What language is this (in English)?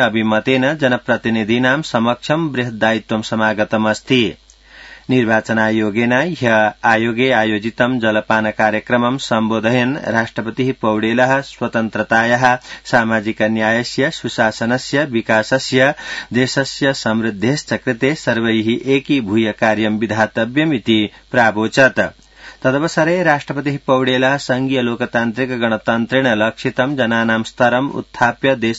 Sanskrit